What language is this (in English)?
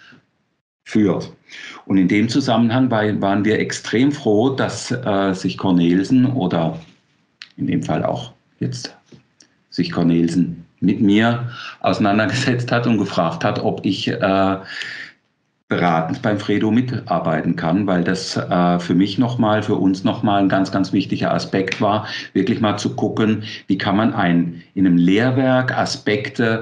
German